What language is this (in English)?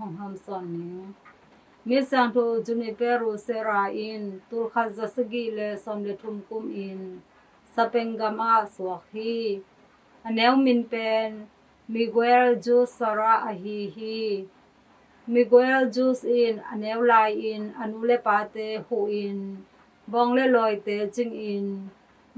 Tedim Chin